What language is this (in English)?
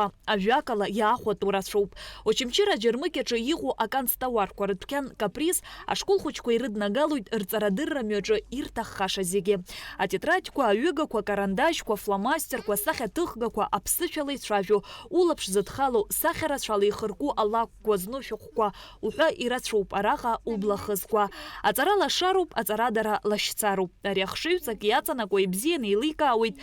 Abkhazian